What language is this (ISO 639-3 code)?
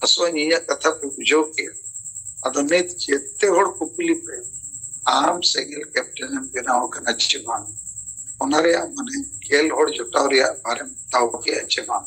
sat